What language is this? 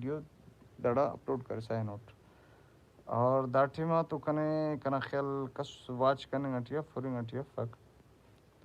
Brahui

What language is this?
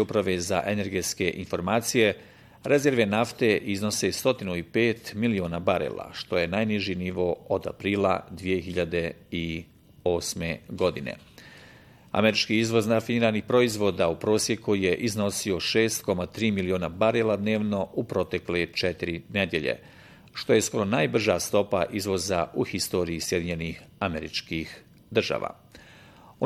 Bosnian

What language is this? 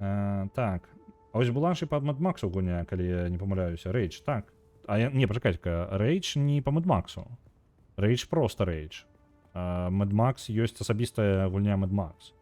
Belarusian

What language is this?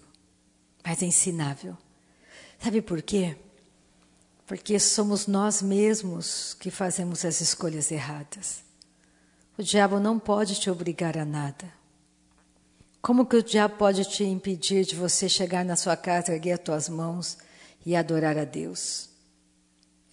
Portuguese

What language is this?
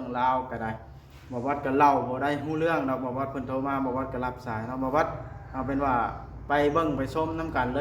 Northeastern Thai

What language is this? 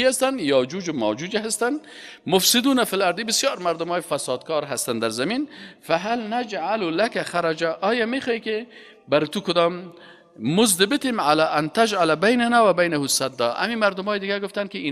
Persian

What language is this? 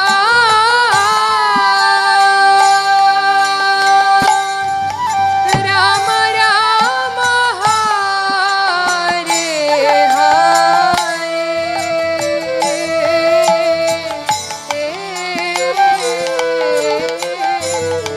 Hindi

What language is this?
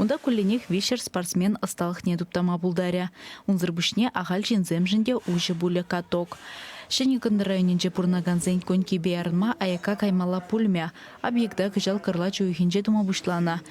Chuvash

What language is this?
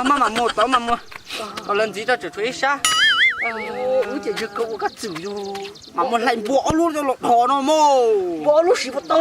Hmong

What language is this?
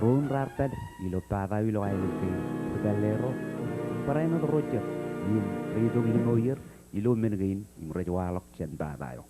Marshallese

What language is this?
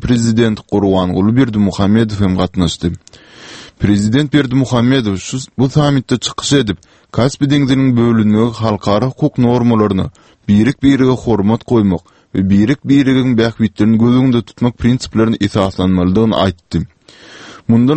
Turkmen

